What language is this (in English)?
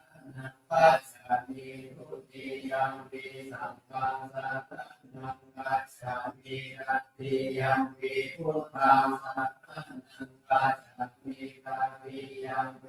Pali